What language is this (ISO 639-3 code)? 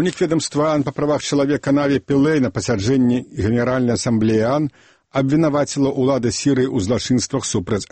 bel